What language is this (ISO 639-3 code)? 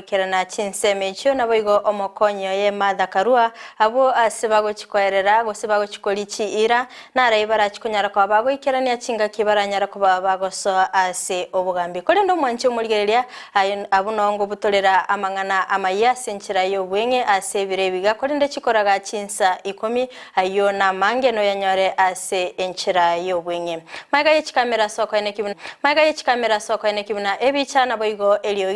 guz